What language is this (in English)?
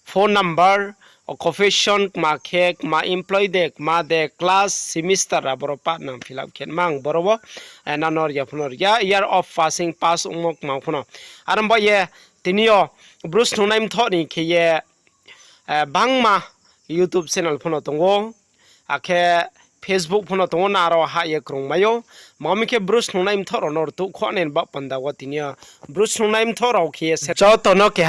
Riang (India)